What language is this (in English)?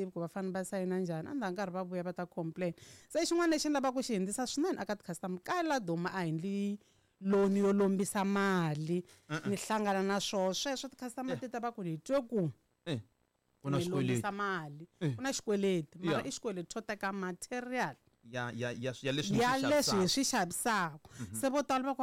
Tsonga